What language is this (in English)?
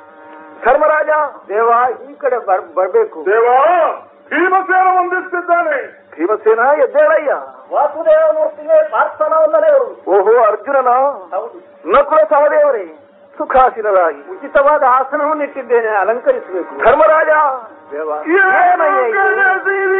Kannada